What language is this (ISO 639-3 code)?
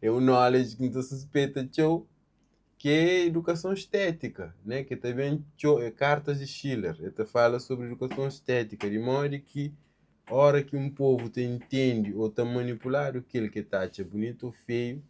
kea